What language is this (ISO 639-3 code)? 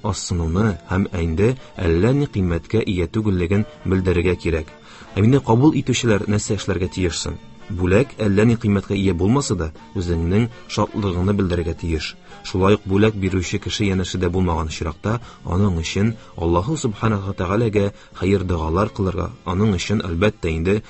tat